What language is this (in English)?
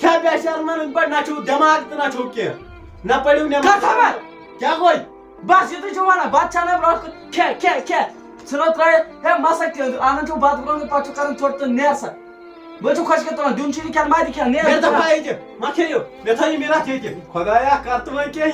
Kashmiri